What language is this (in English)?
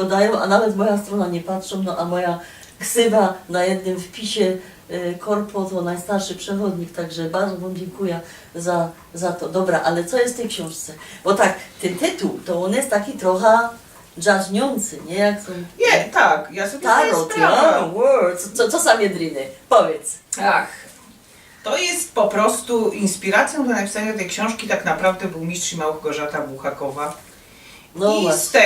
Silesian